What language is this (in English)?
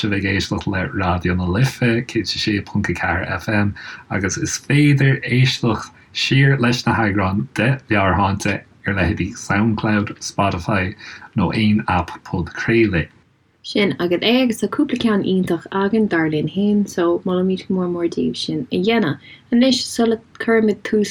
Irish